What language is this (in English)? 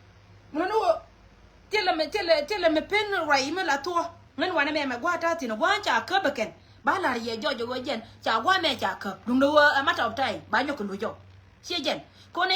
Nuer